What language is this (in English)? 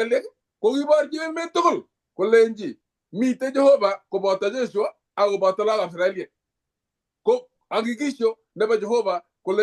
Kalenjin